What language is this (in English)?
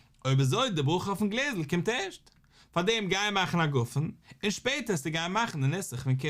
Yiddish